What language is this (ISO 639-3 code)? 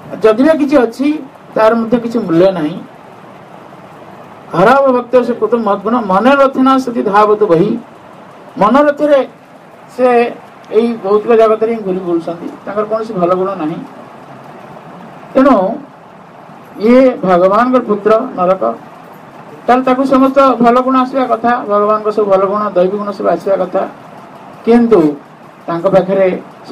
ori